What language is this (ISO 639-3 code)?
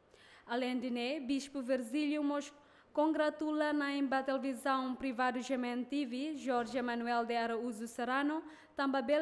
tet